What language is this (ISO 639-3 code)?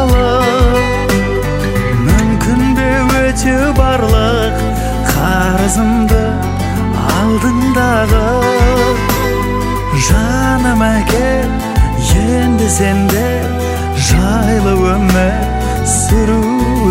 kaz